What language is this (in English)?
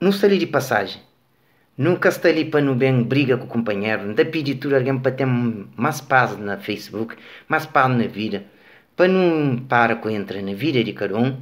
Kabuverdianu